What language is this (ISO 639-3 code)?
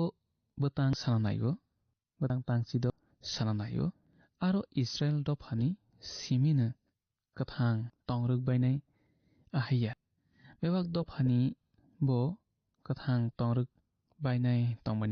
trp